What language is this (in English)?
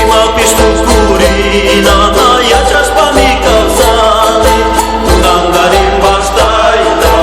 Imbabura Highland Quichua